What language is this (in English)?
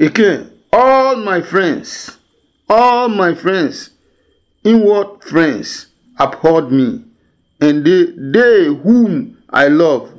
Adangme